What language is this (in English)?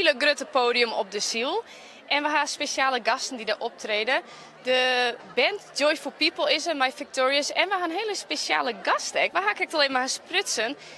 Western Frisian